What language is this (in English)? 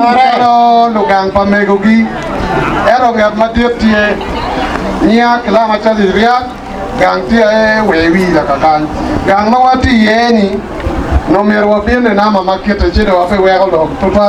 Acoli